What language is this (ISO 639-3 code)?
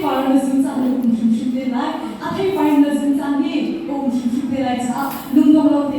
cnh